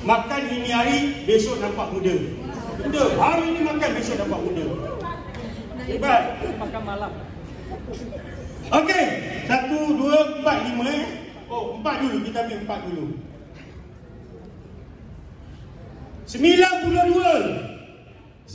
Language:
Malay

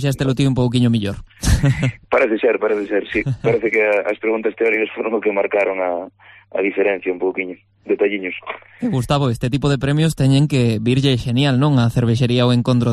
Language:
Galician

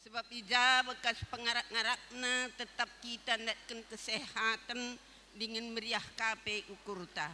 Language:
Batak Karo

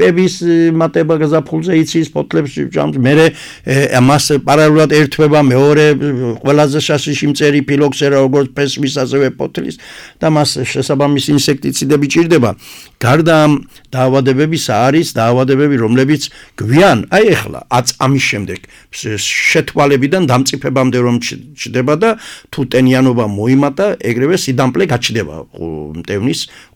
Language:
Georgian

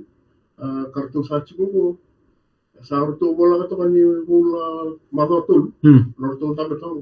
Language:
Fijian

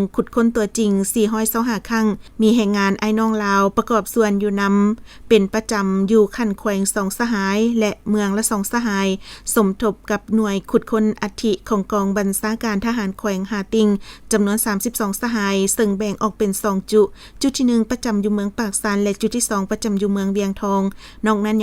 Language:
Lao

